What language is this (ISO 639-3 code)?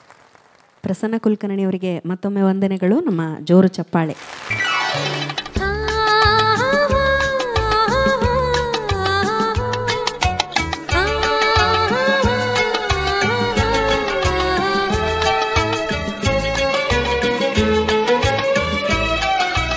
kan